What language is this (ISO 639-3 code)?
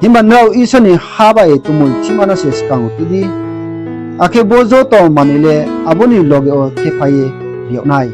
ria